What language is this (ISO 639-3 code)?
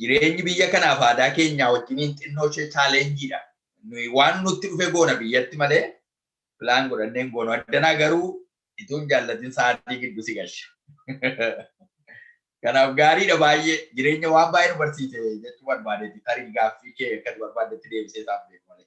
orm